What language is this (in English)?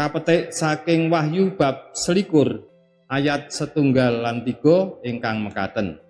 Javanese